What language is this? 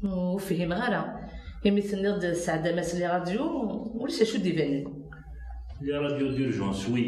Kabyle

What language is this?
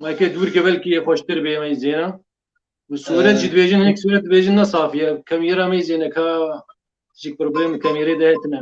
Kurdish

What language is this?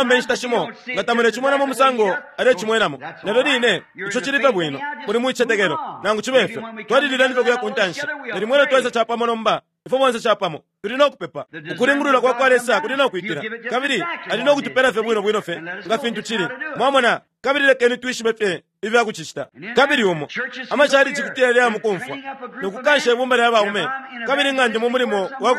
Bemba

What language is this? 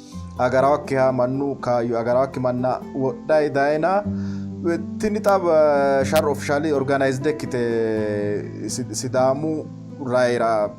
Sidamo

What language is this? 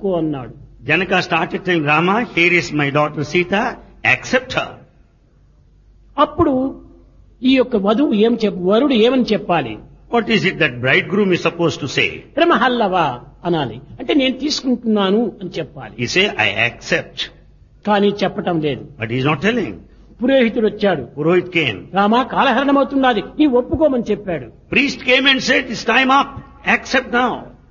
Telugu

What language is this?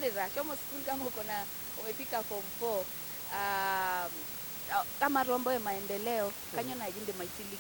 Masai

